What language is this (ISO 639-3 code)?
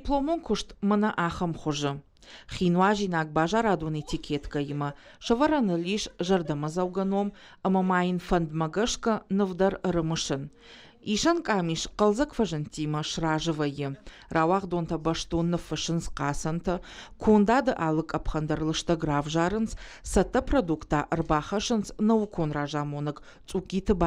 oss